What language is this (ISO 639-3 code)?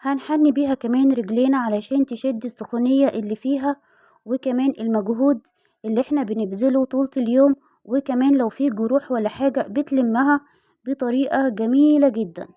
arz